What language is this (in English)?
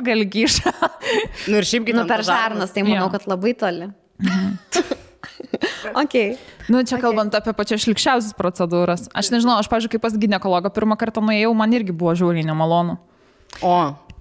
Lithuanian